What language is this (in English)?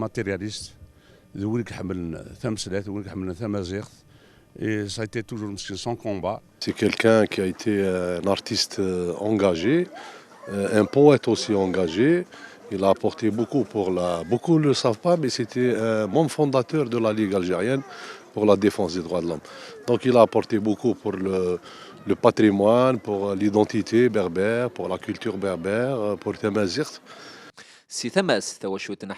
Kabyle